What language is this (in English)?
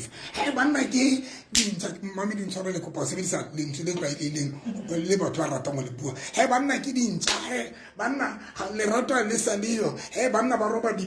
Southern Sotho